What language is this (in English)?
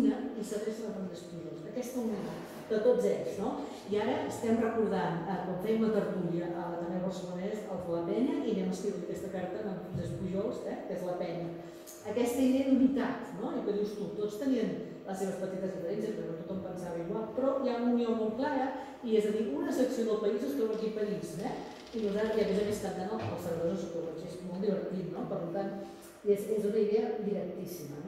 Catalan